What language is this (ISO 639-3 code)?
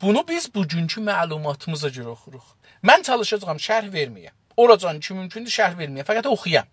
azb